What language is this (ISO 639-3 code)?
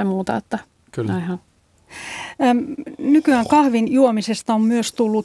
fin